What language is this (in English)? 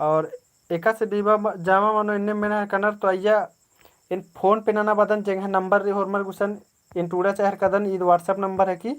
Kurukh